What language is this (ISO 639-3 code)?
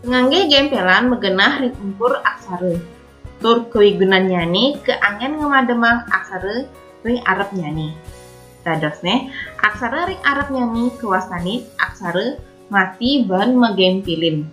ban